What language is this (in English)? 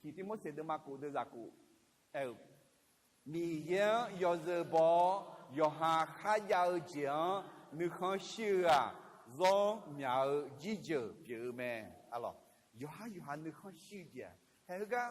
Akha